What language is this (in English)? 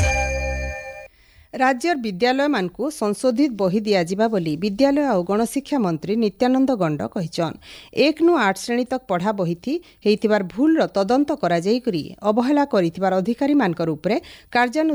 Odia